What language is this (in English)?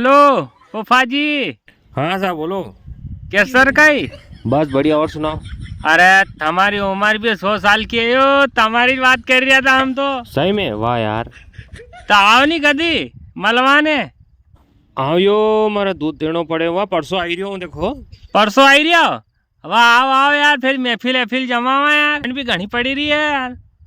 Rajasthani